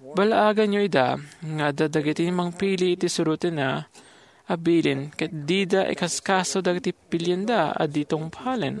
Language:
Iloko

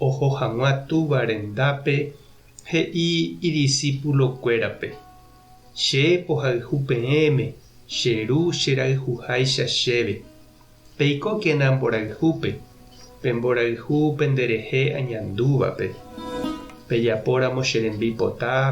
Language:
Guarani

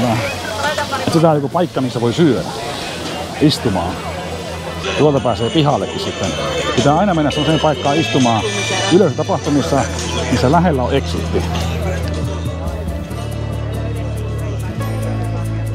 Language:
Finnish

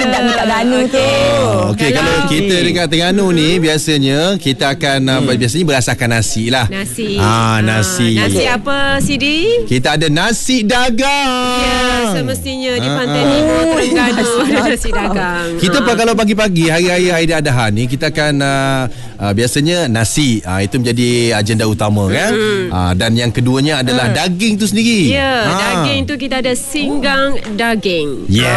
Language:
Malay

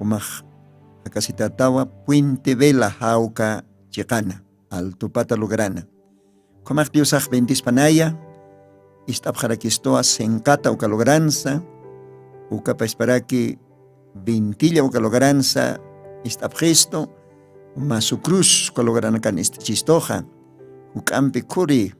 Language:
Aymara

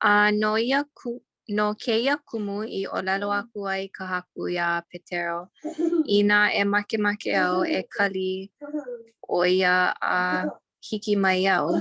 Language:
Hawaiian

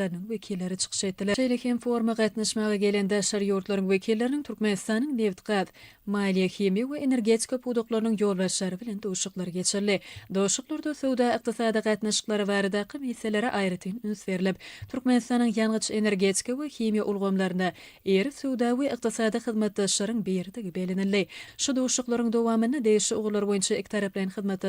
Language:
Turkmen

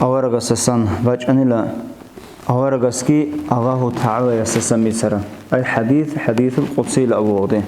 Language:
Avaric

